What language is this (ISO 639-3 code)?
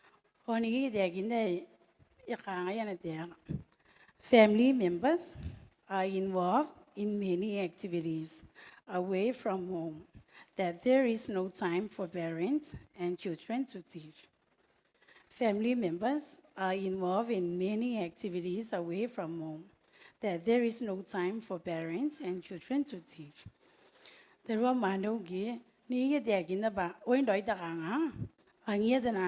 gil